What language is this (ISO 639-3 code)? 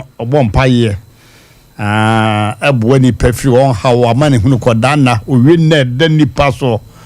aka